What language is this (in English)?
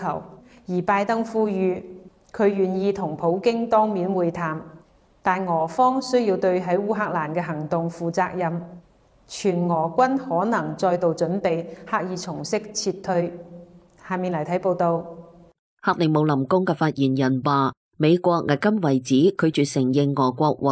Cantonese